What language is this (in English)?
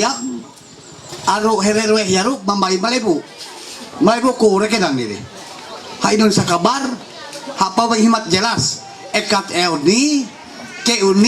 Ma'anyan